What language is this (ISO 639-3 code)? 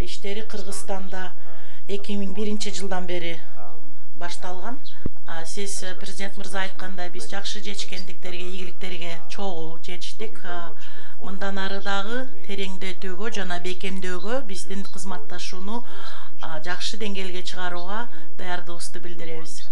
kir